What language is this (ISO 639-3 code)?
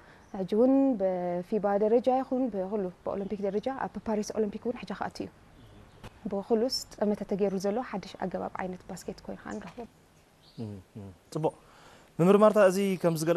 tir